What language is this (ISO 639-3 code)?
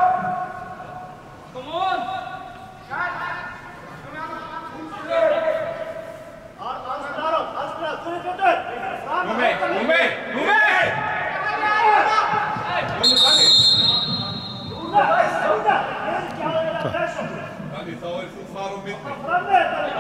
isl